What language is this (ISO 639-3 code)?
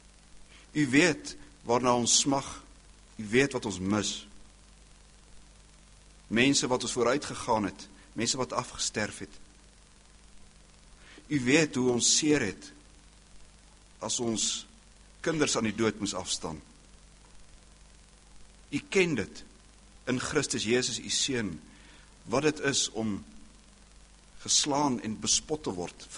afr